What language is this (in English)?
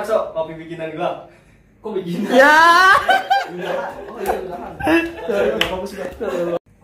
Betawi